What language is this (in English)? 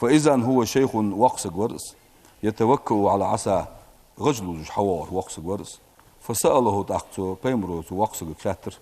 Ingush